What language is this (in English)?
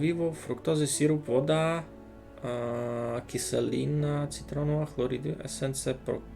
Rusyn